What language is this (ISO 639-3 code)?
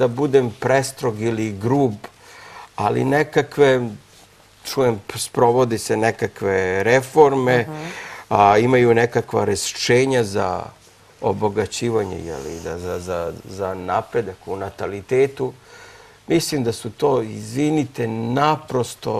srp